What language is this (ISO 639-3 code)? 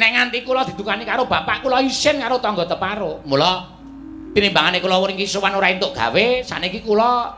jav